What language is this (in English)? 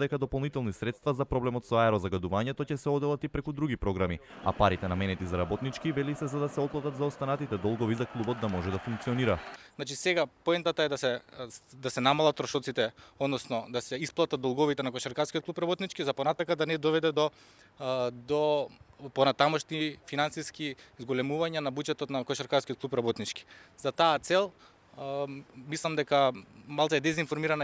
Macedonian